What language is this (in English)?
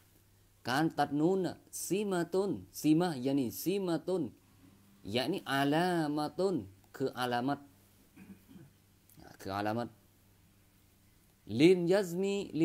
Thai